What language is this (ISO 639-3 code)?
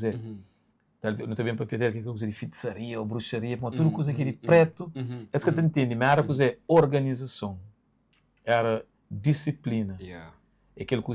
kea